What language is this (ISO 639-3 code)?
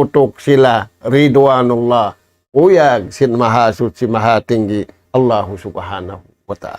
tsg